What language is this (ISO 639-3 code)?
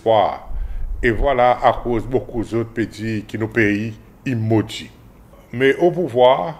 crs